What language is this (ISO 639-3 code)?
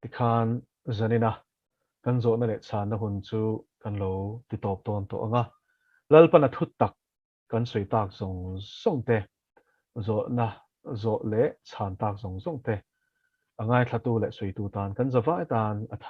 lus